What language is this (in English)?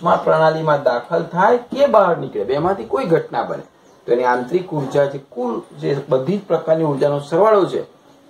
Gujarati